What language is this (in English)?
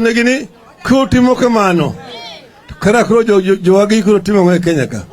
Luo (Kenya and Tanzania)